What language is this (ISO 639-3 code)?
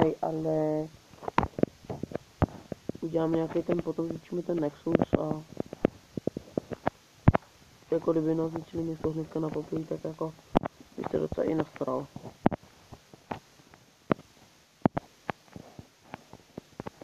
ces